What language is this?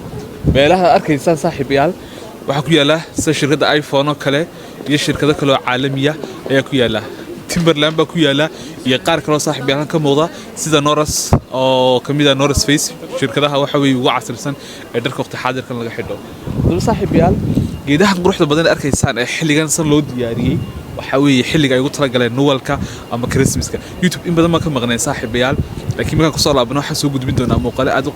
Somali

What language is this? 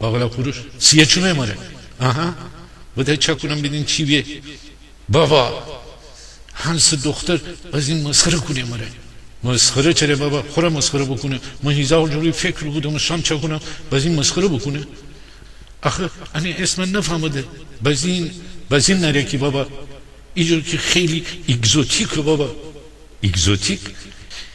Gilaki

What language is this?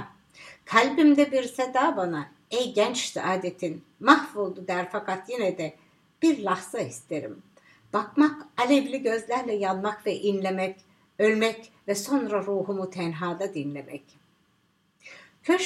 Turkish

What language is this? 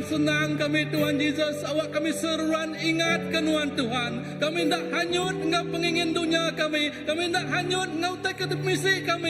Iban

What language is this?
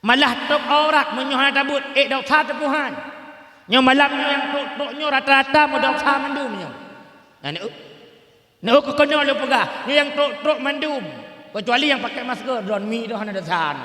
Achinese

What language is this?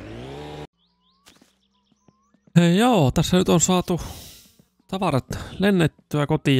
Finnish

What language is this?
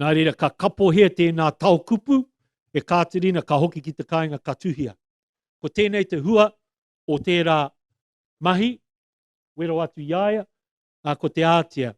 Māori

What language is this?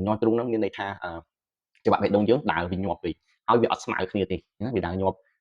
Khmer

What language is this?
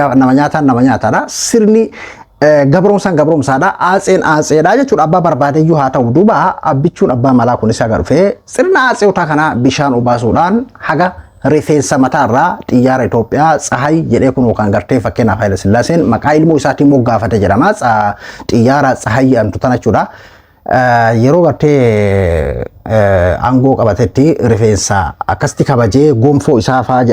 Oromo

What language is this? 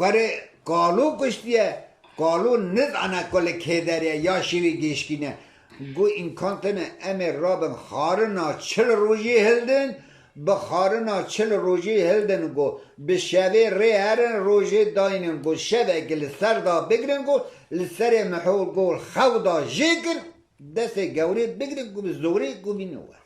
Kurdish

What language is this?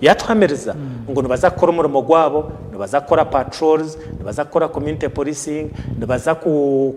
Nyankole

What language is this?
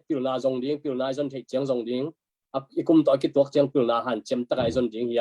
Tedim Chin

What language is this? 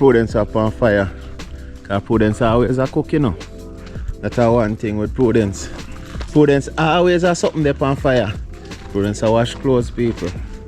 Jamaican Creole English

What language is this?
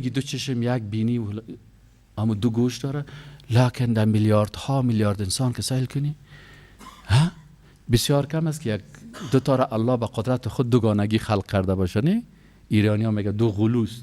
Persian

